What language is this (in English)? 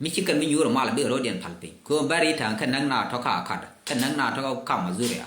Nuer